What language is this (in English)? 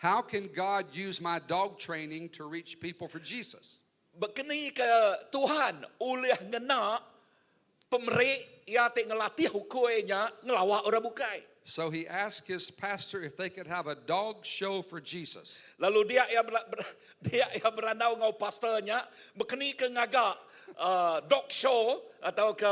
Iban